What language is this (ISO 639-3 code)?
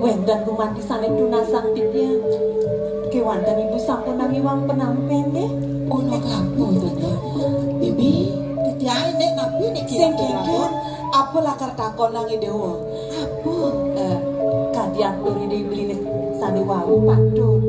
ban